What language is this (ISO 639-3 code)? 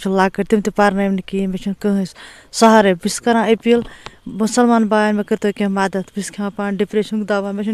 kas